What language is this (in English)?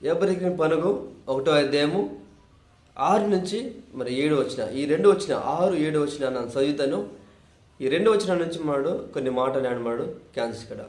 Koya